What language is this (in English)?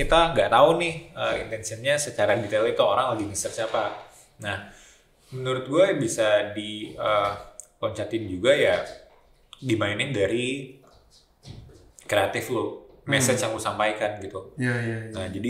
Indonesian